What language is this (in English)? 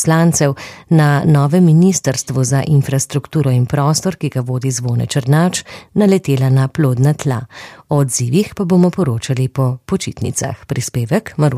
Slovenian